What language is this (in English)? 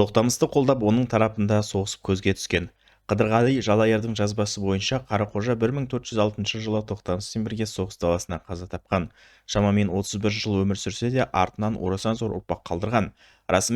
Kazakh